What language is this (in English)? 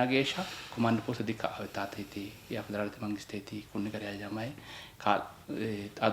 Sidamo